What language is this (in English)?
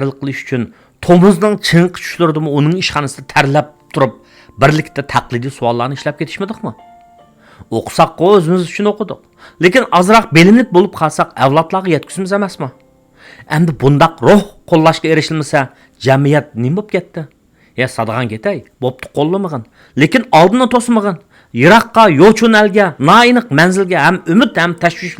Uyghur